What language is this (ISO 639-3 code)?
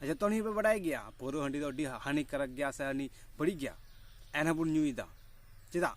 sat